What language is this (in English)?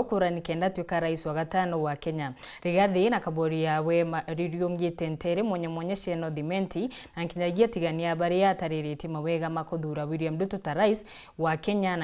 Meru